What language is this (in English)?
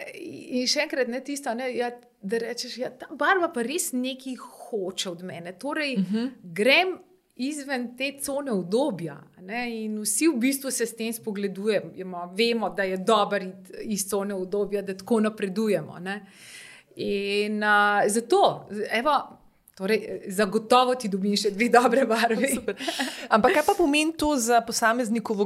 Slovenian